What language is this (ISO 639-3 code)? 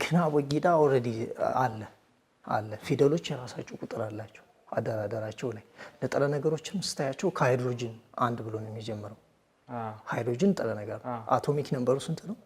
amh